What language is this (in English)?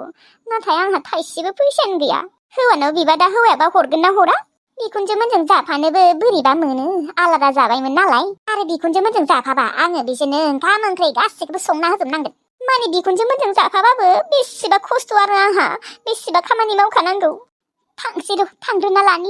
Bodo